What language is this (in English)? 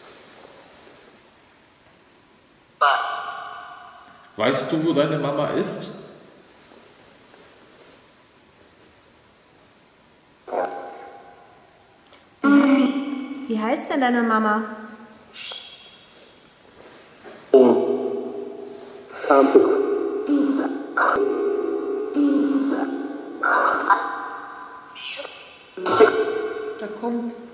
German